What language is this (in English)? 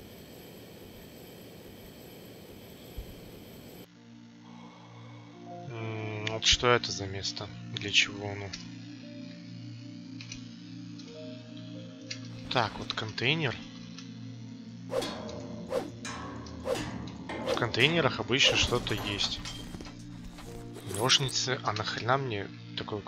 Russian